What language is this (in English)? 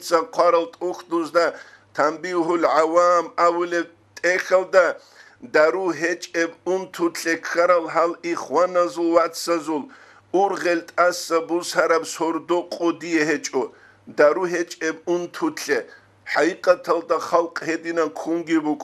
Avaric